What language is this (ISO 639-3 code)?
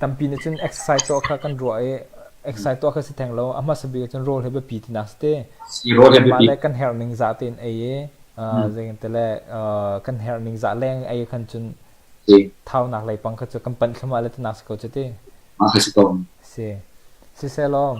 cnh